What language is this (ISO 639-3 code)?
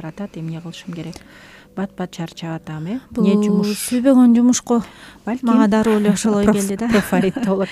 kir